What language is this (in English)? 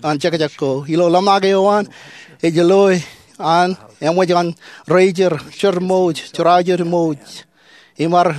Marshallese